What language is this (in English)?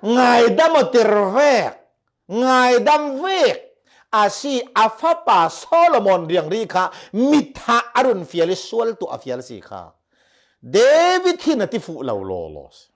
Falam Chin